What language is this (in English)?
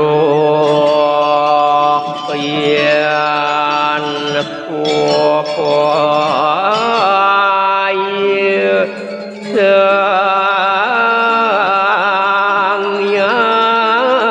Balinese